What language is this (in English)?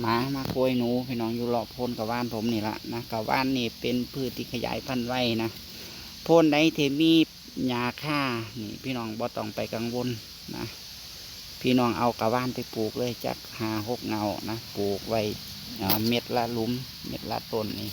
Northeastern Thai